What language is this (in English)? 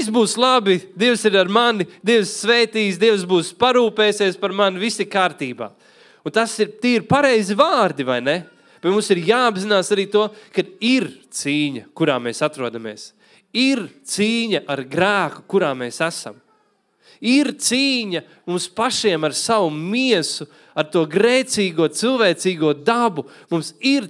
Latvian